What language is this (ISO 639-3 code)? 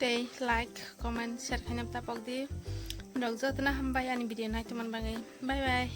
trp